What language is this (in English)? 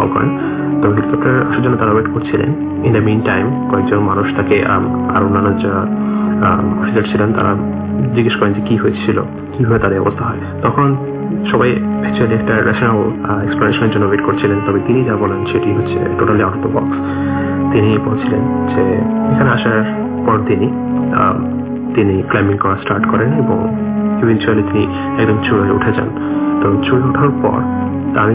Bangla